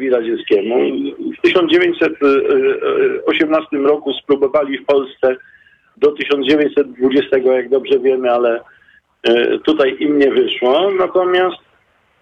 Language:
Polish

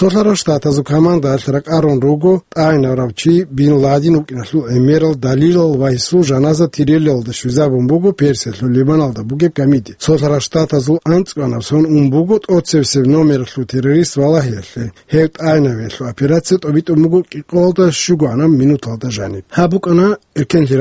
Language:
Avaric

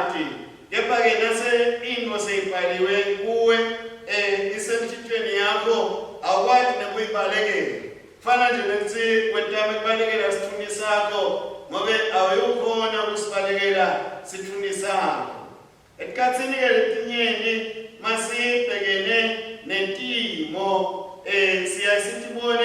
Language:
Swati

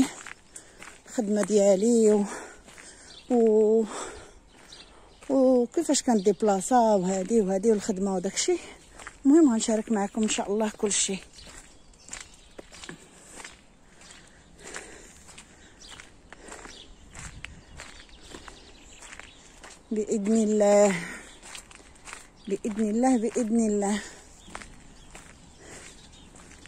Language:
Moroccan Arabic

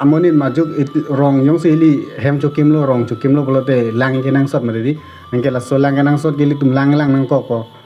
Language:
Karbi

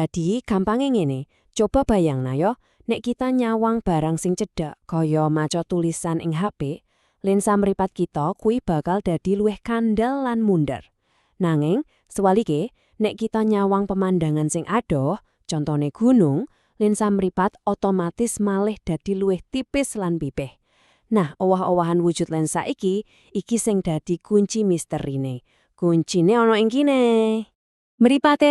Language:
Javanese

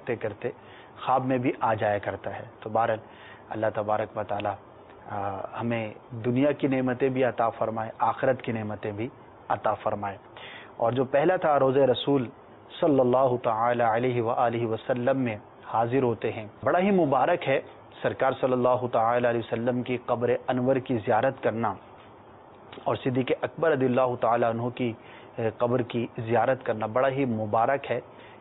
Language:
Urdu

